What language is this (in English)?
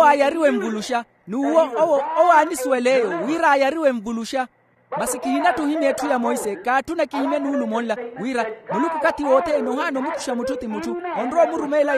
Makhuwa